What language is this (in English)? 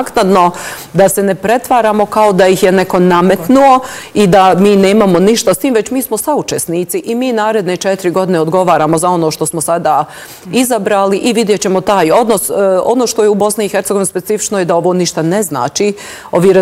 Bosnian